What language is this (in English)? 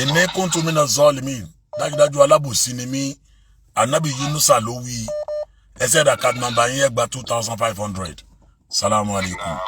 Yoruba